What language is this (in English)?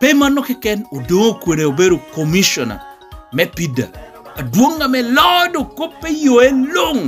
Lango (Uganda)